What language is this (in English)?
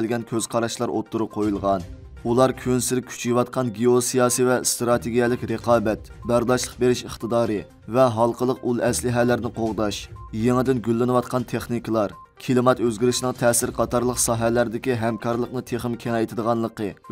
Uyghur